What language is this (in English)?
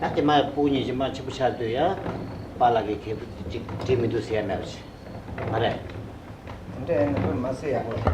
Tibetan